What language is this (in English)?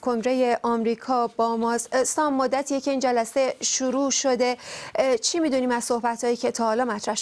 Persian